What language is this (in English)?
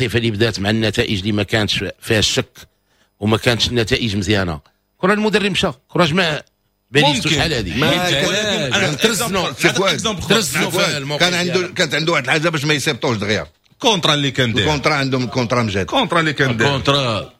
Moroccan Arabic